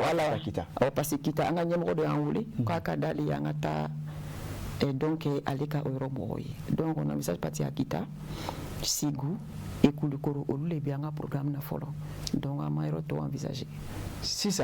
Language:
Bambara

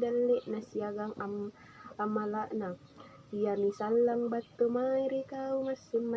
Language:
Makasar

